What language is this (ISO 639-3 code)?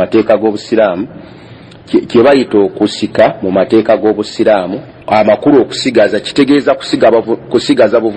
lug